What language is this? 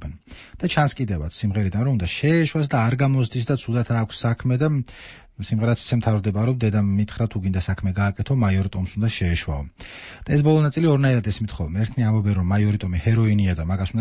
Georgian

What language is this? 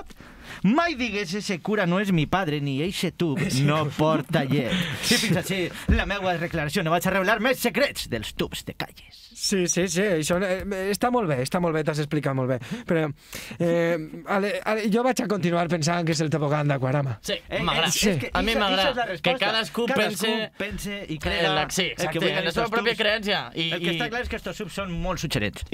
Catalan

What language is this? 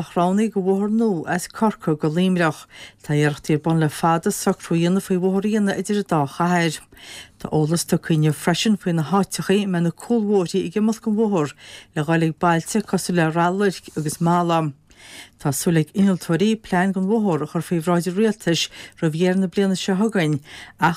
Irish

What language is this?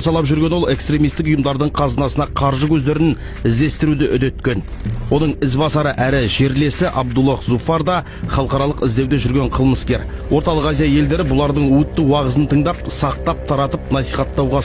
Kazakh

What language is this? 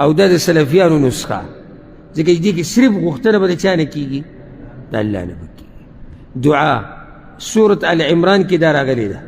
Pashto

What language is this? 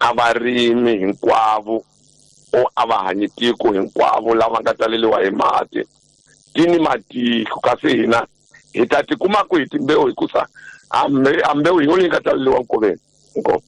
Tsonga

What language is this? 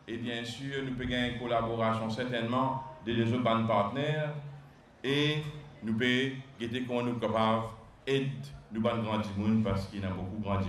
Morisyen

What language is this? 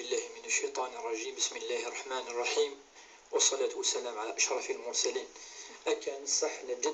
Kabyle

